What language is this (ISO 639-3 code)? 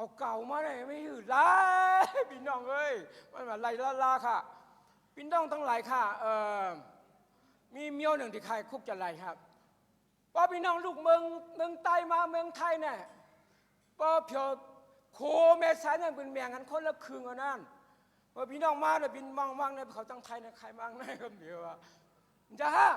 shn